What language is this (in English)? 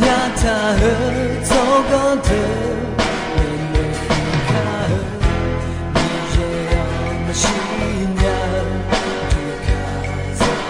Akha